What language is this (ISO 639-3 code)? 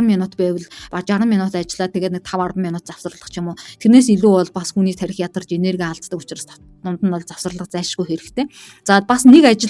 mon